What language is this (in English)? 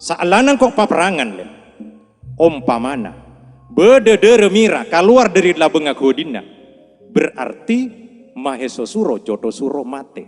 Madurese